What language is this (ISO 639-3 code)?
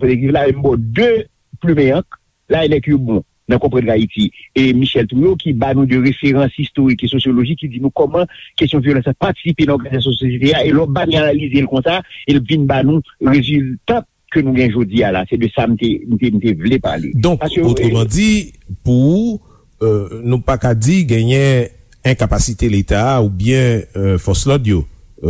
hat